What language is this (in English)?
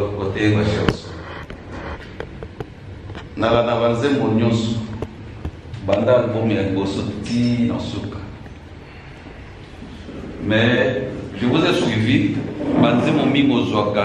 French